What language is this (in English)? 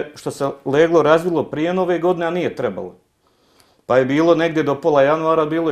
Bosnian